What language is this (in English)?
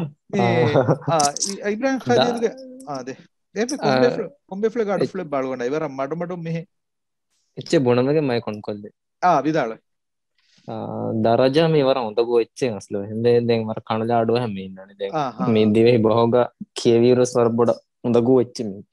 Divehi